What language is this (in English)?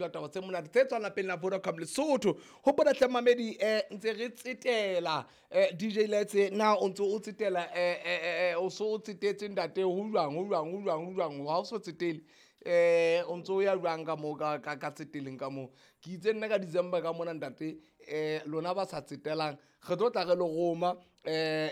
Southern Sotho